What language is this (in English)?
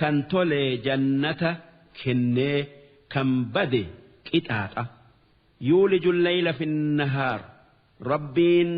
Oromo